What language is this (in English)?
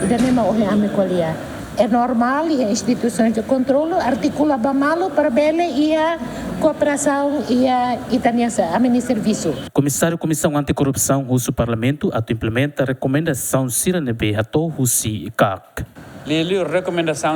Tetum